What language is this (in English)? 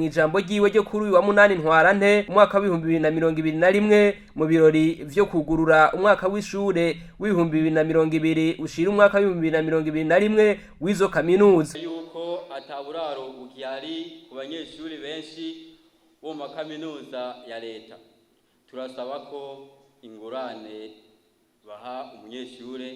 Rundi